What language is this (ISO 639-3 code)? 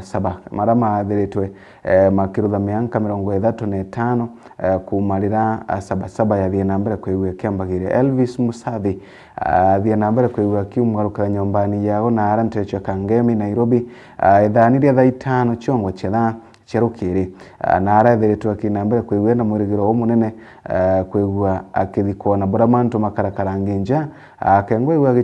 mer